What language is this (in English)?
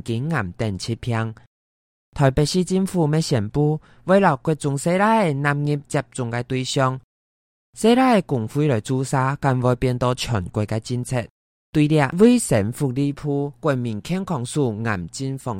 Hakka Chinese